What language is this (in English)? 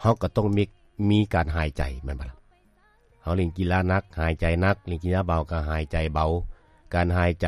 Lao